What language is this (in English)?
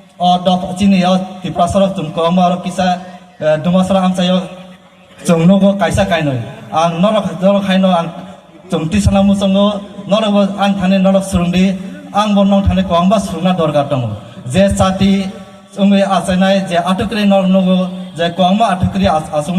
Riang (India)